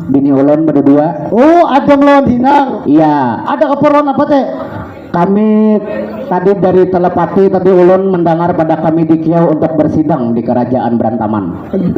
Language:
Banjar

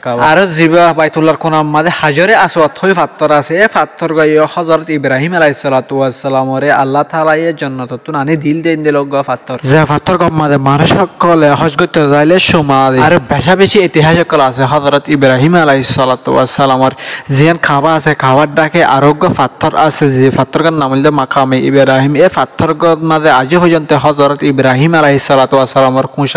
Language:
Rohingya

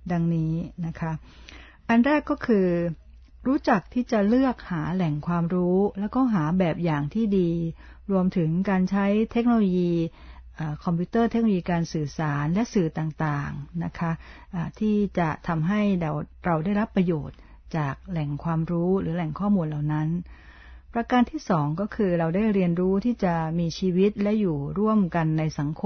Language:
Thai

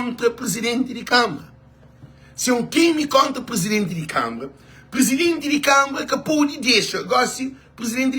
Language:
Kabuverdianu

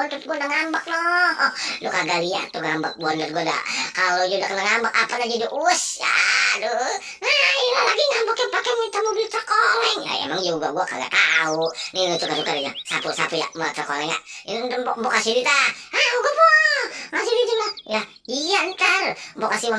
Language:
Betawi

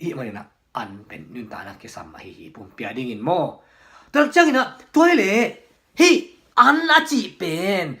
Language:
Tedim Chin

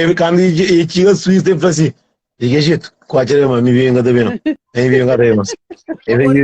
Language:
Kabuverdianu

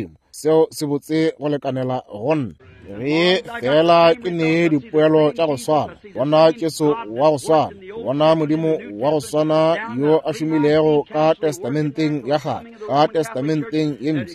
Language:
Northern Sotho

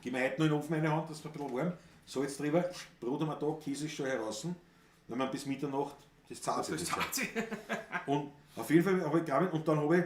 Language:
Bavarian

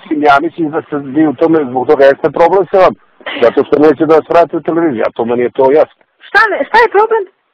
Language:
Bosnian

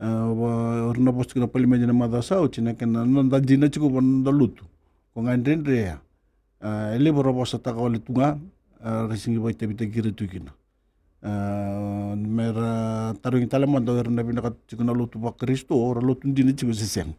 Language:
Fijian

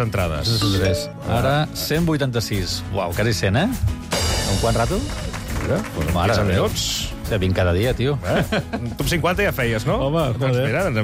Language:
Catalan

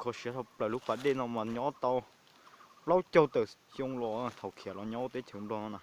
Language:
Hmong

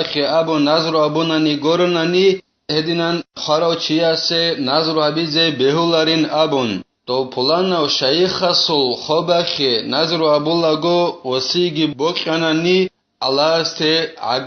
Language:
Avaric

